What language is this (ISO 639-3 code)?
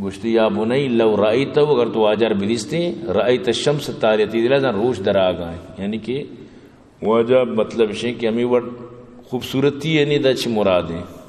bgp